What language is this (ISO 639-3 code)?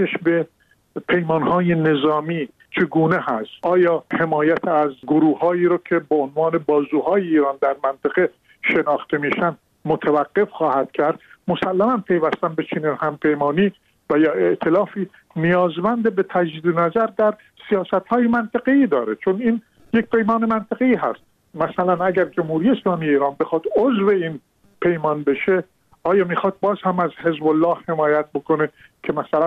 fas